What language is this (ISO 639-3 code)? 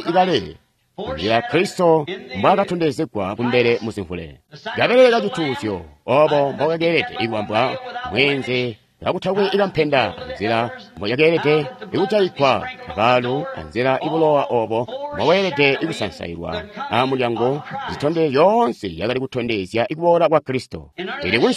toi